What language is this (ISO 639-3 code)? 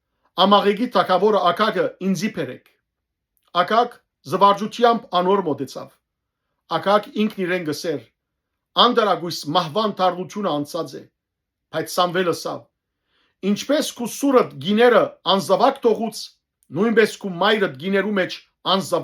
hyw